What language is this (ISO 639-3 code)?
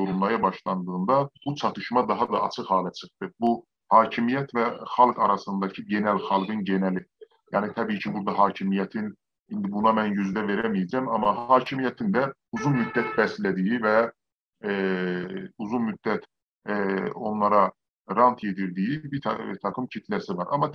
azb